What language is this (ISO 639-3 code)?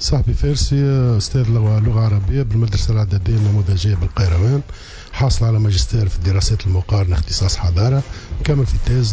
aeb